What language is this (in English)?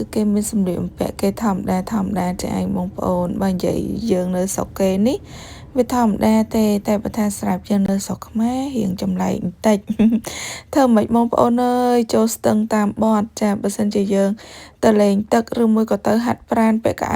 Khmer